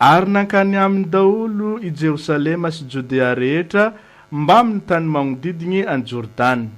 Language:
Malagasy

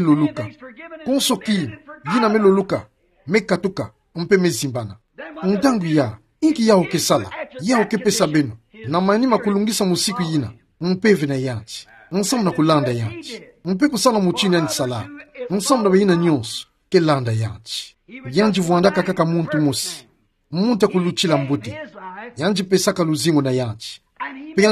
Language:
Kituba (Democratic Republic of Congo)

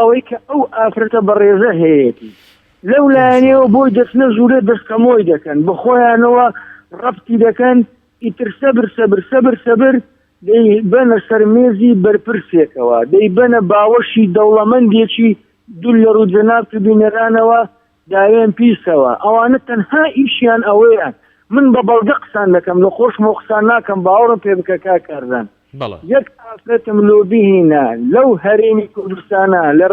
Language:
Central Kurdish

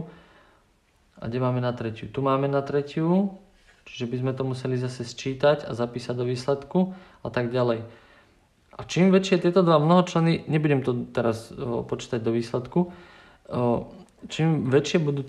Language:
Slovak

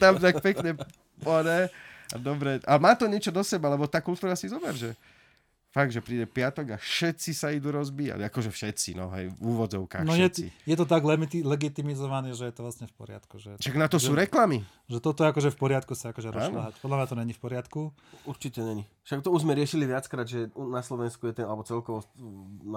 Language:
Slovak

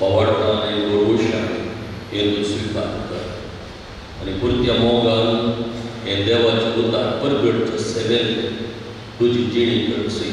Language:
Konkani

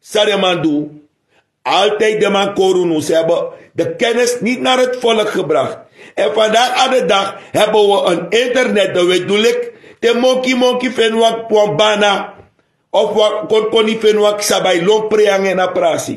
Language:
Sranan Tongo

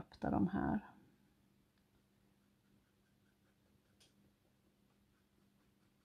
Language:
Swedish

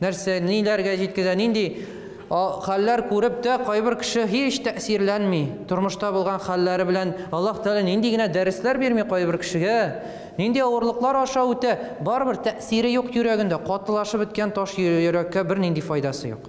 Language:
Tatar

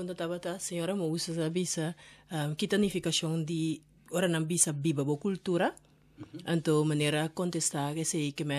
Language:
Papiamento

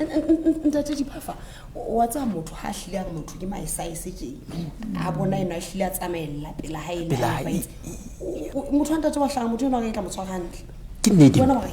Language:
Southern Sotho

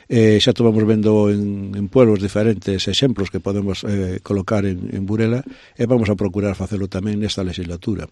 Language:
Galician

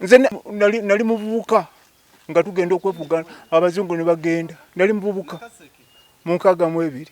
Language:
Ganda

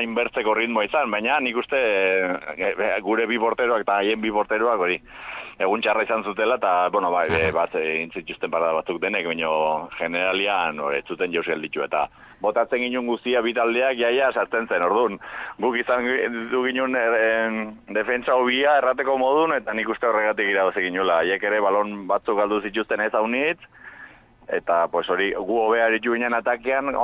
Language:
Basque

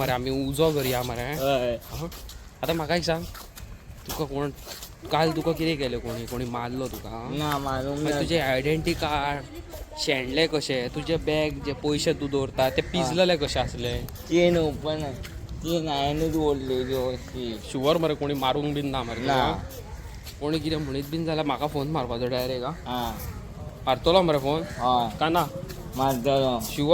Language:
Konkani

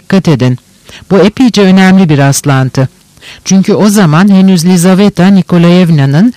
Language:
Turkish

